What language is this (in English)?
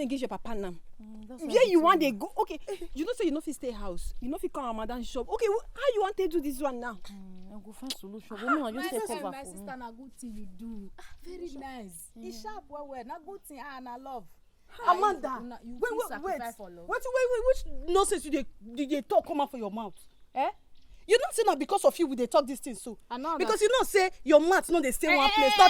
Nigerian Pidgin